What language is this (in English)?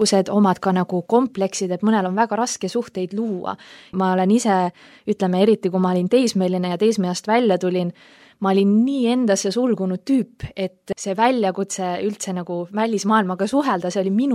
Estonian